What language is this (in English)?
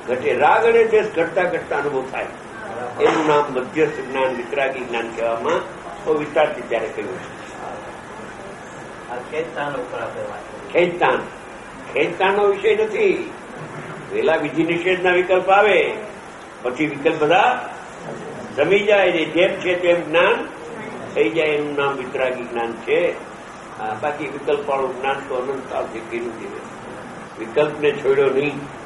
Gujarati